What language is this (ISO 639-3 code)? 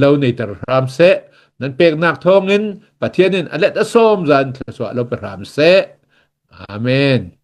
cnh